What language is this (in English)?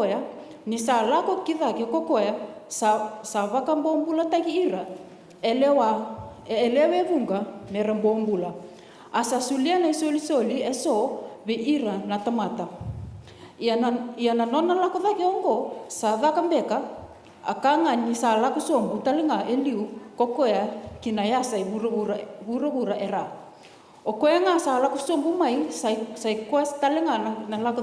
Fijian